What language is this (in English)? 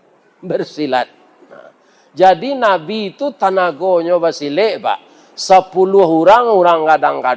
Minangkabau